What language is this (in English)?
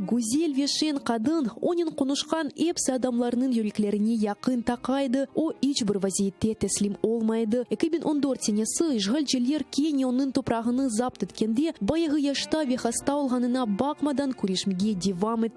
Crimean Tatar